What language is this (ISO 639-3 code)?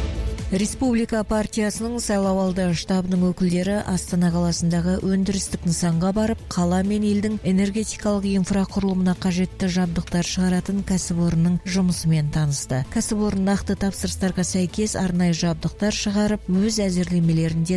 kaz